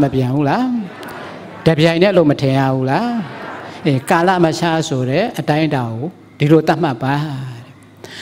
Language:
Burmese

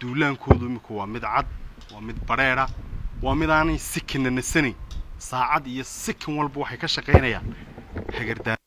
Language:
Somali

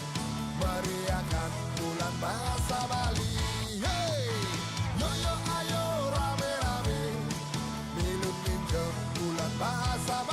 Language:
Balinese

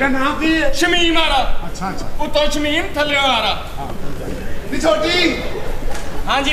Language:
Punjabi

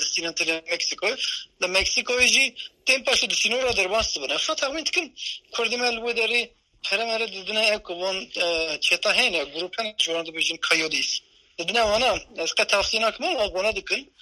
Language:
Kurdish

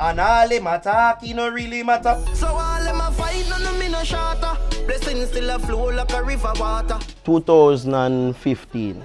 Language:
Jamaican Creole English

